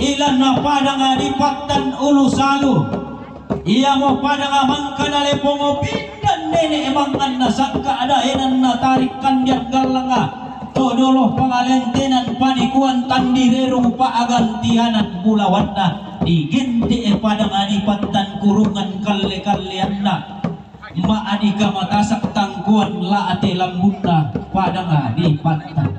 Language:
Toraja-Sa'dan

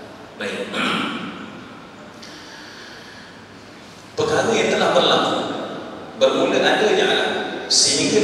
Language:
Malay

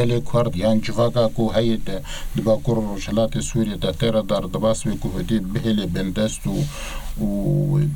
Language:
Kurdish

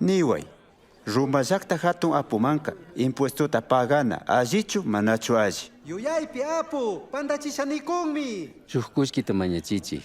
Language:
Chimborazo Highland Quichua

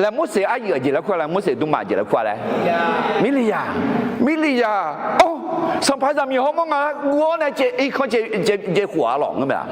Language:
Akha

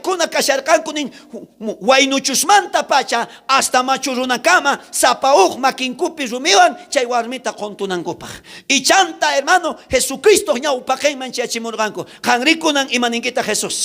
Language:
South Bolivian Quechua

